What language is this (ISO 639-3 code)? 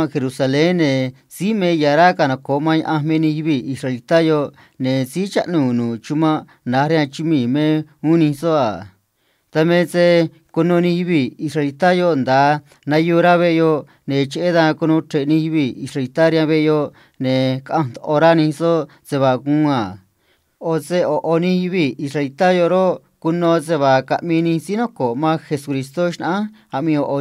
trc